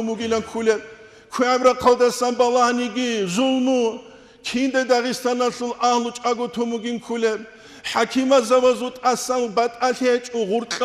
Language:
Avaric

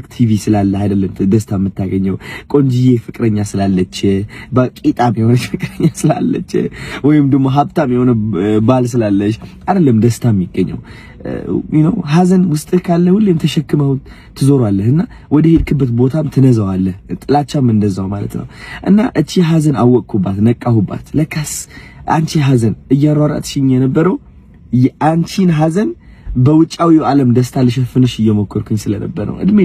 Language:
Amharic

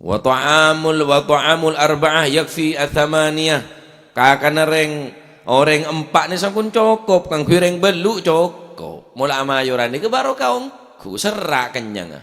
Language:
Madurese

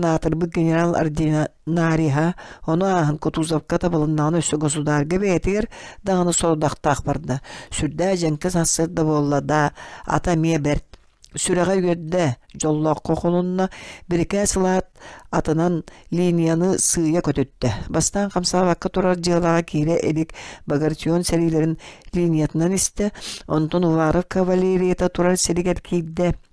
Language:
Yakut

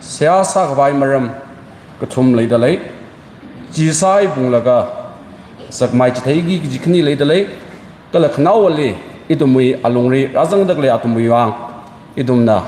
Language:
Tangkhul Naga (India)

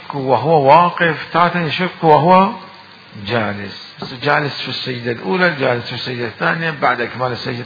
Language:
Mesopotamian Arabic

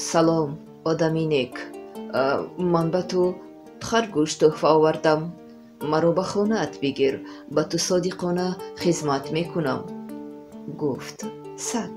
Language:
Tajik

